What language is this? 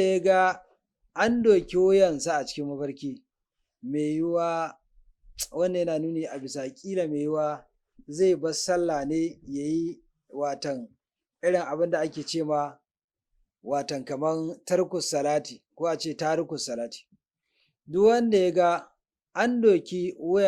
Hausa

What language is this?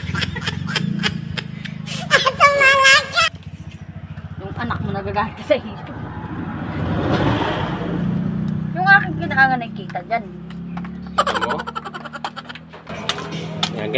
Filipino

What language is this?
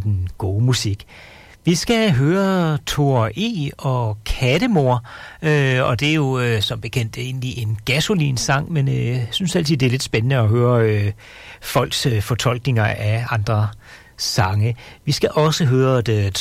Danish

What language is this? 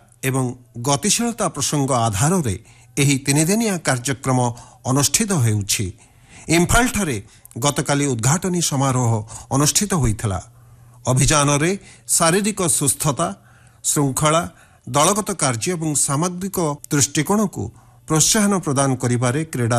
Odia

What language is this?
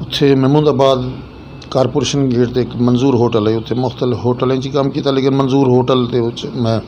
Western Panjabi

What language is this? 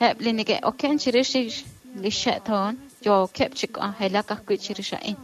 Kekchí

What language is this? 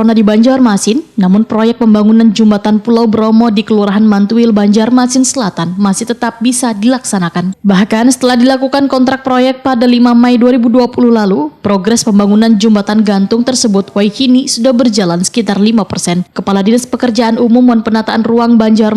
Banjar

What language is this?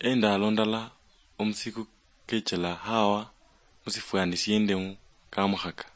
Luyia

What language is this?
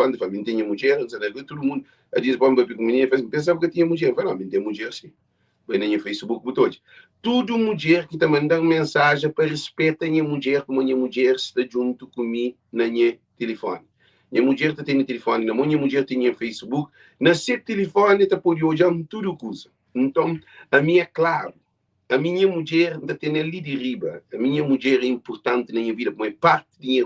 Kabuverdianu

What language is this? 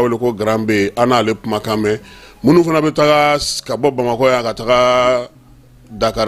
Bambara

